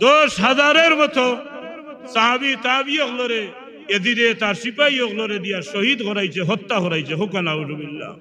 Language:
Sylheti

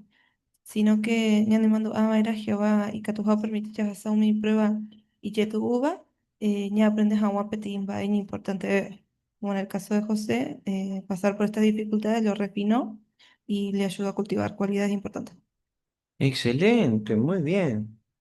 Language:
Guarani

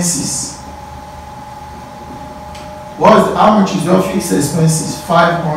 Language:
English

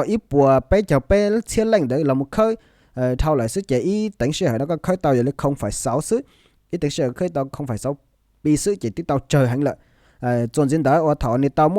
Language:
Hmong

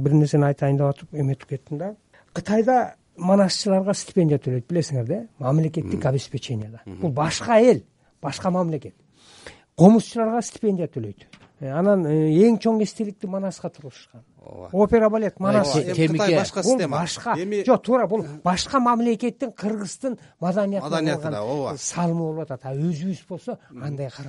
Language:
Kyrgyz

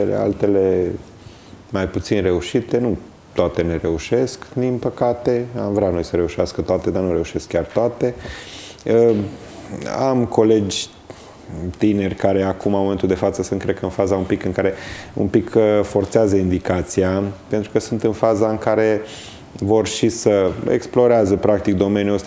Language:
Romanian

